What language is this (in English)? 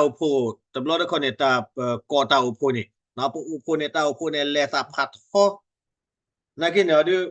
S'gaw Karen